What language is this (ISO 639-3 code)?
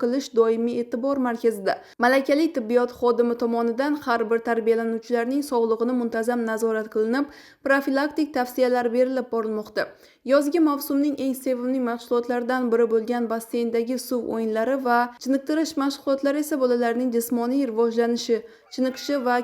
uzb